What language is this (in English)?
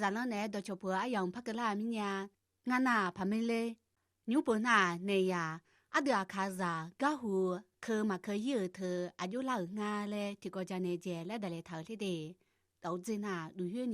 Akha